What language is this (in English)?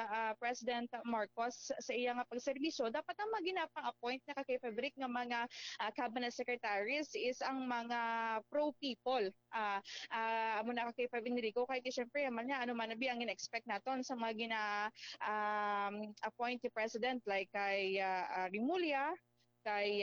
Hiligaynon